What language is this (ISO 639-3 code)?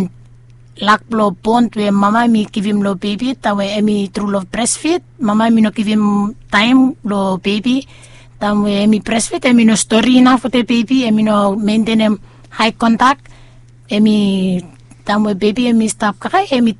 bis